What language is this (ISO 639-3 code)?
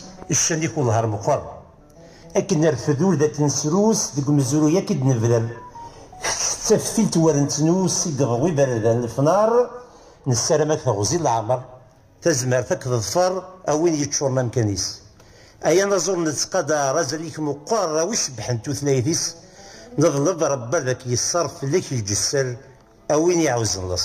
kab